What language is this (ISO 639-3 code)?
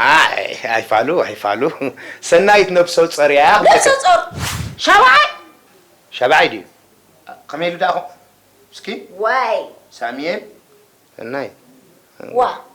tir